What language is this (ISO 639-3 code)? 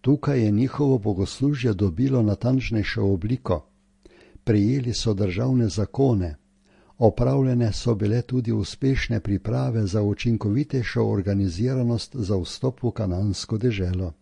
slv